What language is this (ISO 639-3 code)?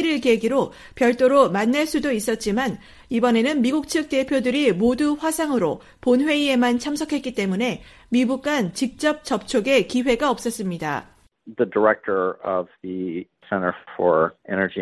kor